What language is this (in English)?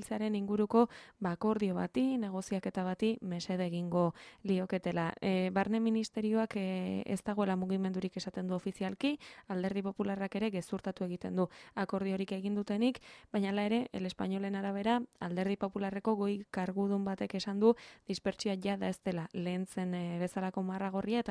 Basque